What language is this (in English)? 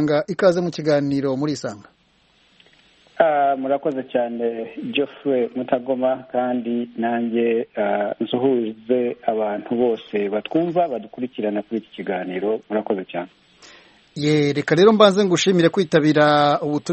Kinyarwanda